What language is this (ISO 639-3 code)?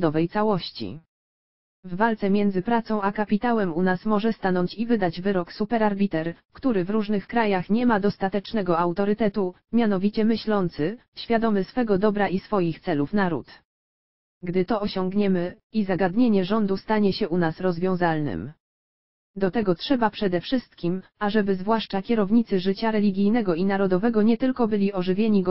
pol